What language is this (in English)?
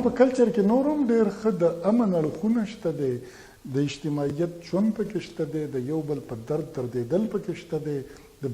Pashto